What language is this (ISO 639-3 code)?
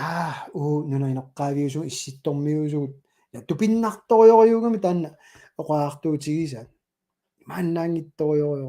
kal